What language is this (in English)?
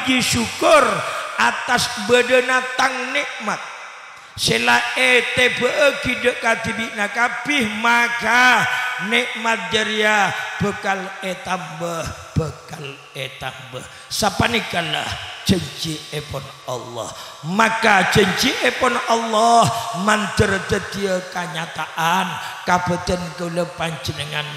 Madurese